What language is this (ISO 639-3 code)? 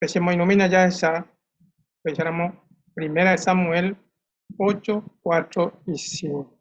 grn